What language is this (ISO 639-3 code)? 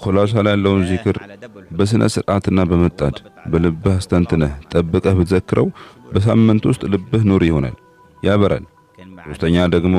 amh